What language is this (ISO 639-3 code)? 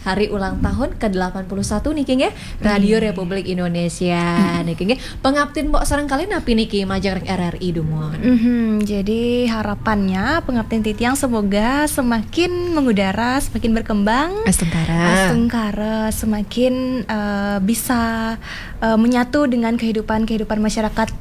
ban